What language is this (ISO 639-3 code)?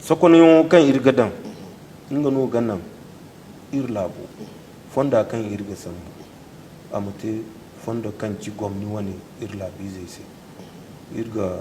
dje